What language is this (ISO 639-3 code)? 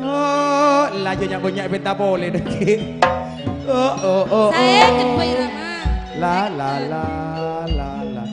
mad